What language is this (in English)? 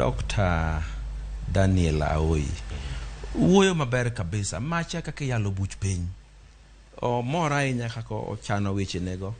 Luo (Kenya and Tanzania)